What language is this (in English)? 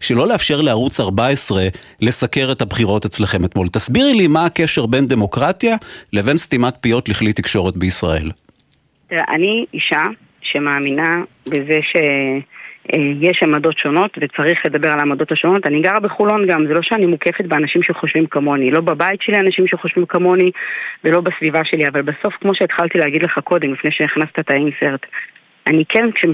Hebrew